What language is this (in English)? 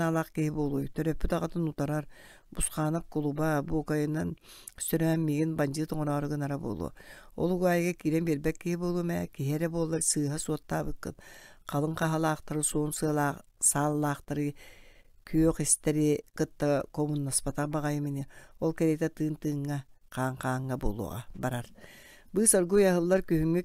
Yakut